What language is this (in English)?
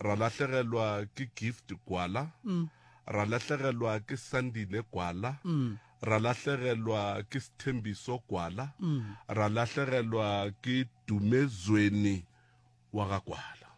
Northern Sotho